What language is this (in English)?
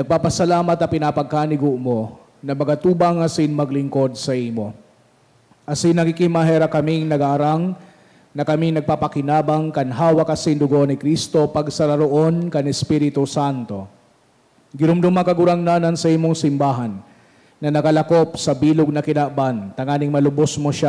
Bikol